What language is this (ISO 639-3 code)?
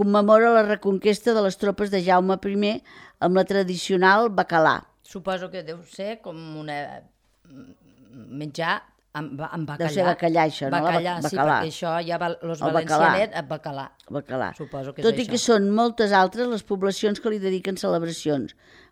cat